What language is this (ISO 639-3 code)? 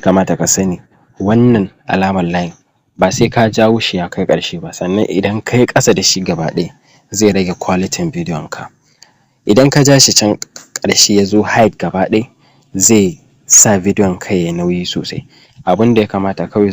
hau